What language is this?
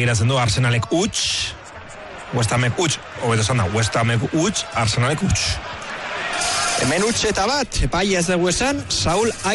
Basque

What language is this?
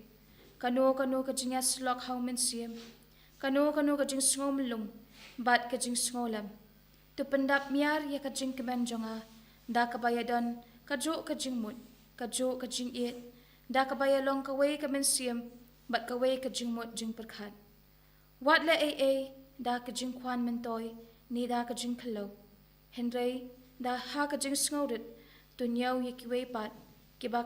Khasi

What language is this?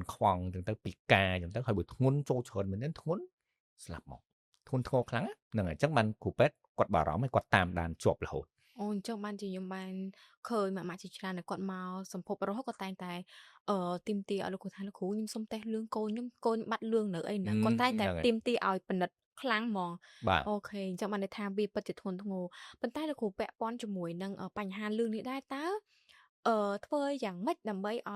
Khmer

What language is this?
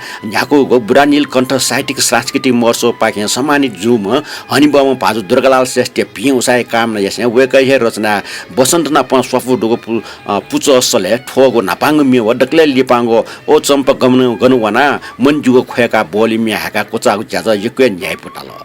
Newari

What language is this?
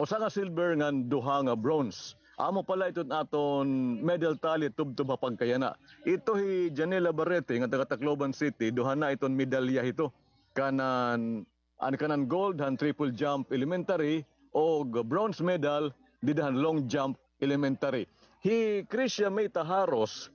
Waray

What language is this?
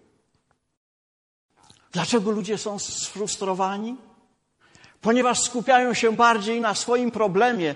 Polish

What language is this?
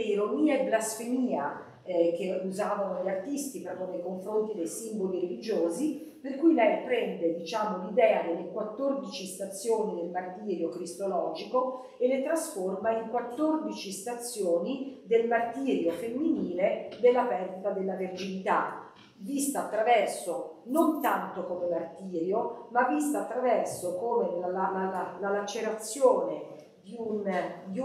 Italian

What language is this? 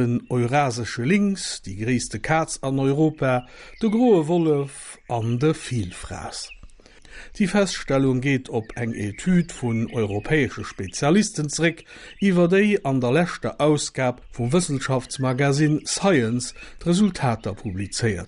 Luxembourgish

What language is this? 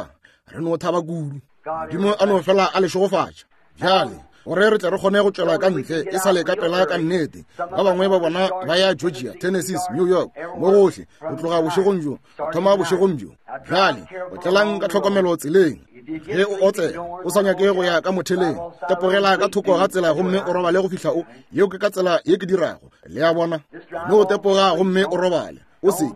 Northern Sotho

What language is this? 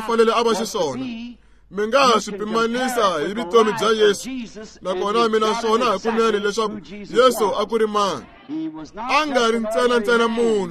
Tsonga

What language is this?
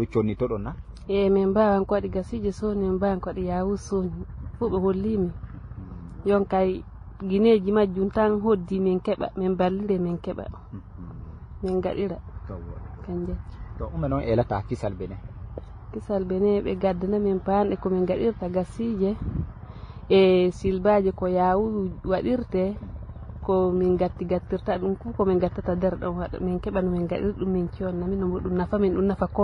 Fula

